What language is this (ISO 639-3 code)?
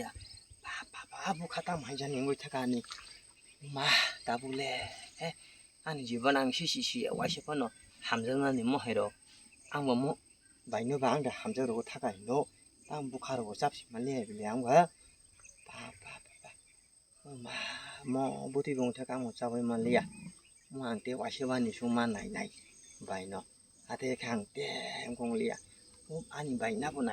trp